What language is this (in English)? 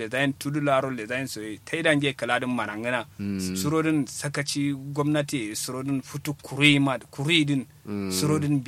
Kanuri